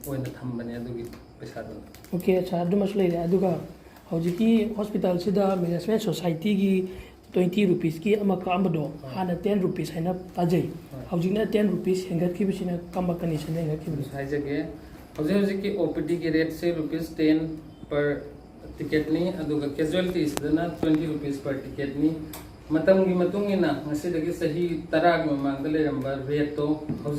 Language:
Manipuri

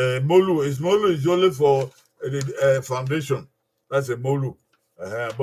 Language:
Bini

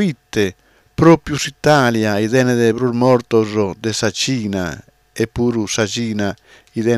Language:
Sardinian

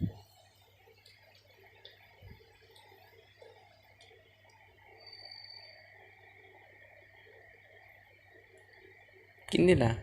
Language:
Lao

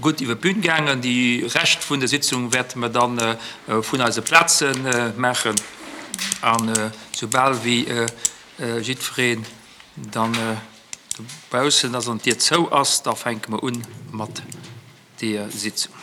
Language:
Luxembourgish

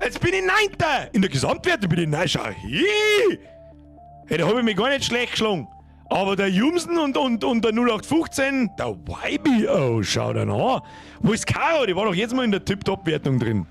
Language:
Bavarian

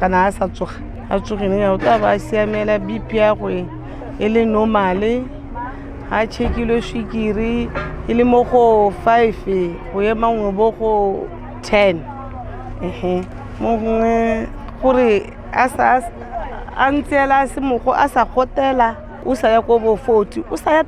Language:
Tswana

